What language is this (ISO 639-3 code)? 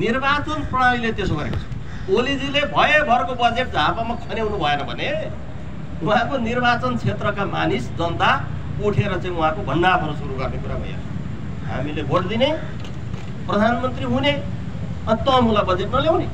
nep